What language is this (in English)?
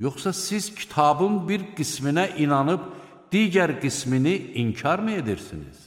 Azerbaijani